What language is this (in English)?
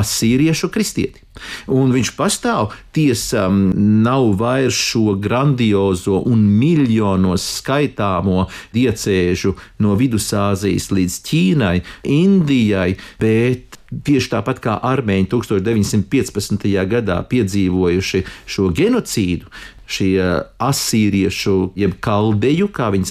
Latvian